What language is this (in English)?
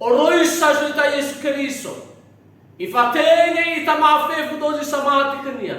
Nias